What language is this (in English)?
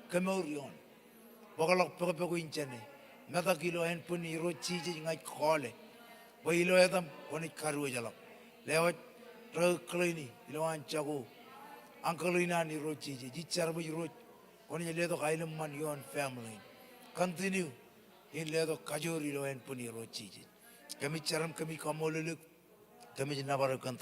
Marshallese